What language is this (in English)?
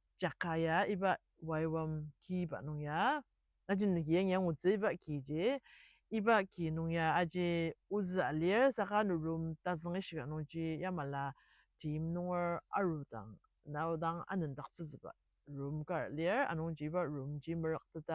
Ao Naga